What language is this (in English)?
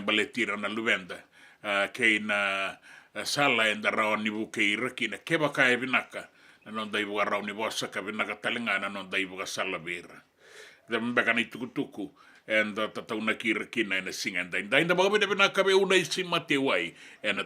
Fijian